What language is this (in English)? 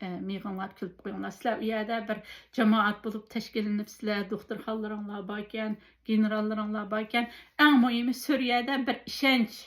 Uyghur